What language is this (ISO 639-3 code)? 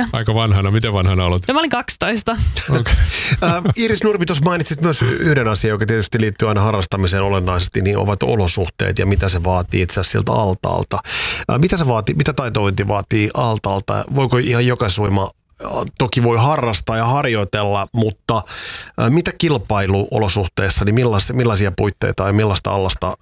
fin